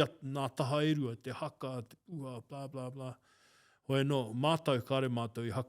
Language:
Māori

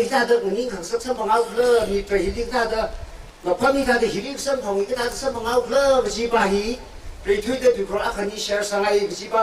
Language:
Tangkhul Naga (India)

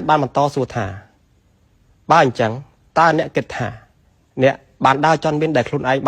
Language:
Khmer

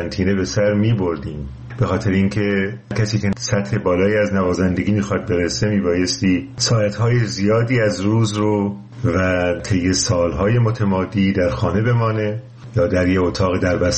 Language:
Persian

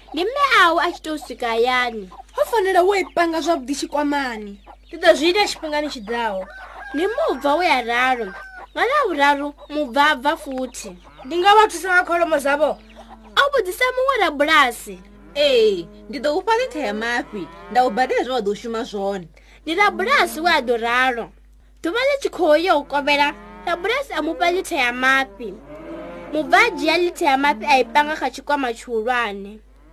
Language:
Venda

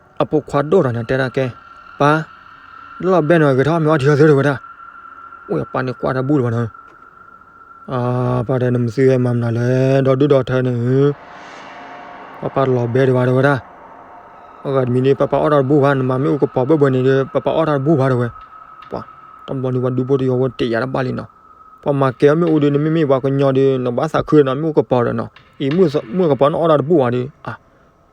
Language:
S'gaw Karen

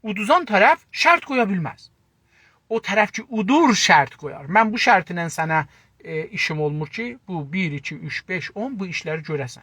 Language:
South Azerbaijani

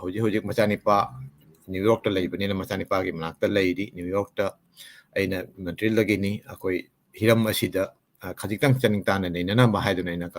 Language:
Manipuri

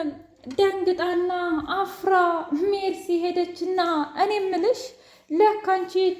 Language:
Amharic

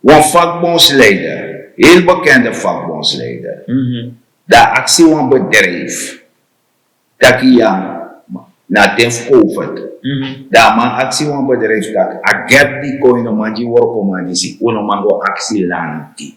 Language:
Sranan Tongo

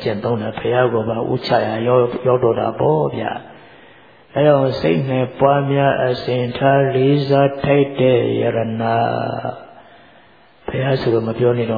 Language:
Burmese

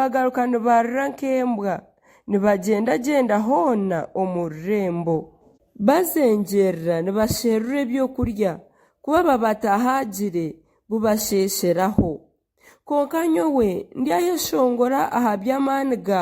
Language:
Nyankole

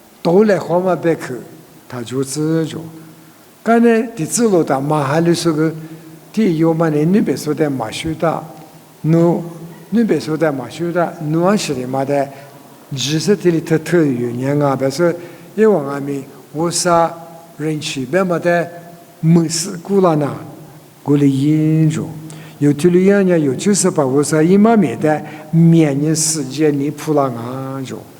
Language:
Lisu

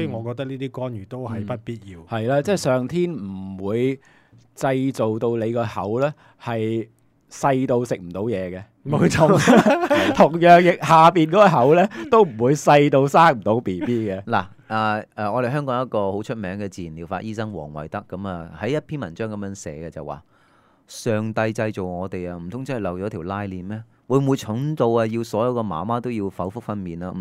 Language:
Cantonese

